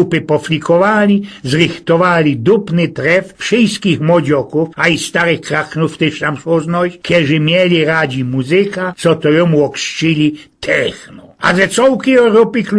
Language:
Silesian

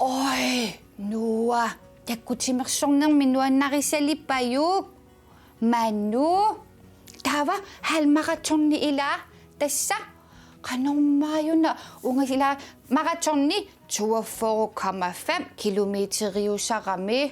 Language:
Kalaallisut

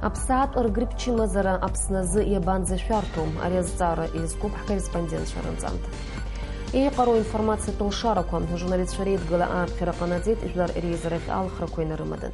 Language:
Abkhazian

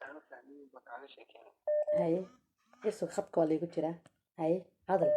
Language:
Somali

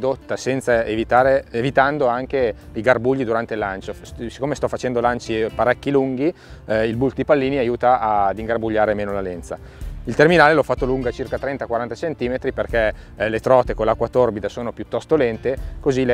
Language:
Italian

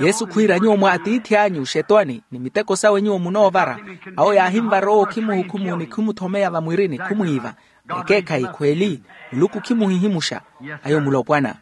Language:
Makhuwa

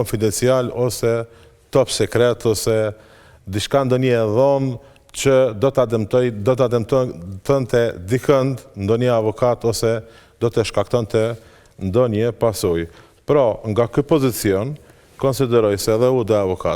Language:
Albanian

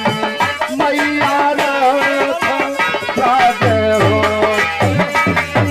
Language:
Bhojpuri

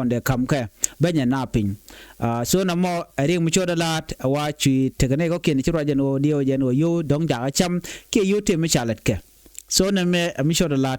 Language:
Nuer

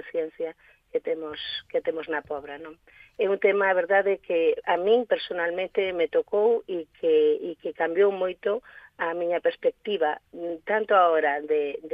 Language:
Galician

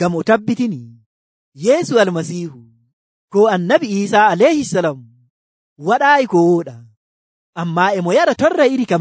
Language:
Nigerian Fulfulde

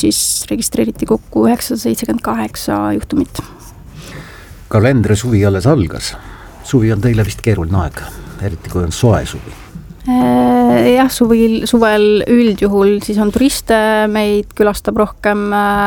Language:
Estonian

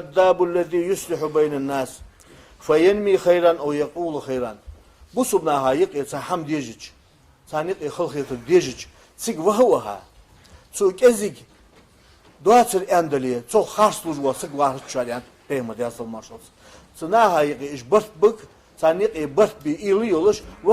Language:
Ingush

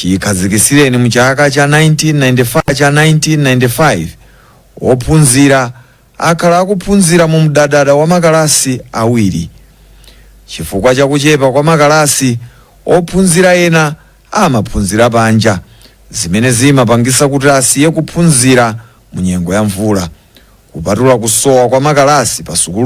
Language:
Nyanja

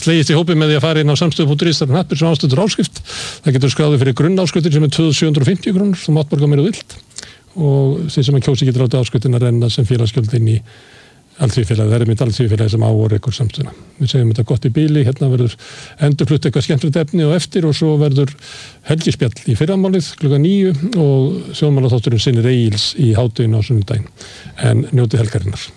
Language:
Icelandic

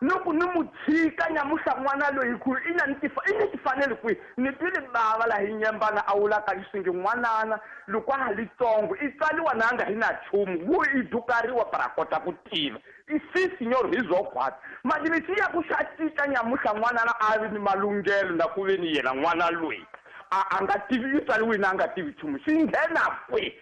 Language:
Tsonga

